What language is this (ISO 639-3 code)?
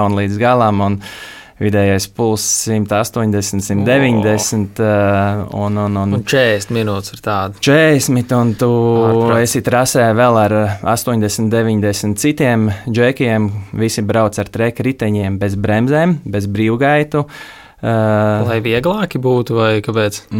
lav